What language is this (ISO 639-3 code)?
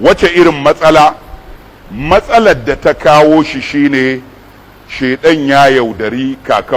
hau